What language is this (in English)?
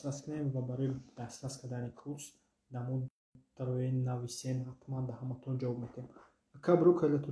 Tajik